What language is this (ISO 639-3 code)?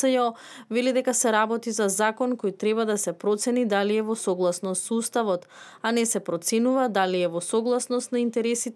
mkd